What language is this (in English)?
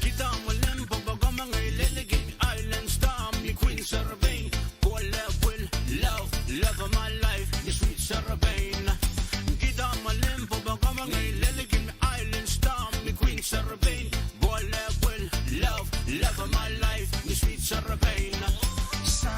Pohnpeian